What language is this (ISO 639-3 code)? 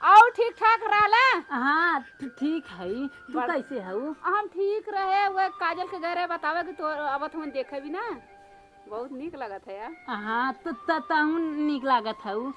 awa